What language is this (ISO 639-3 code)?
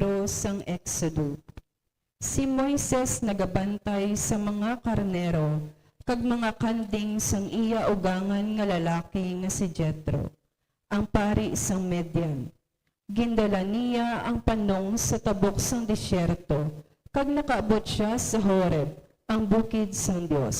hil